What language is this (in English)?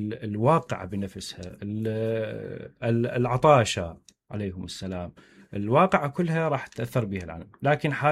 Mesopotamian Arabic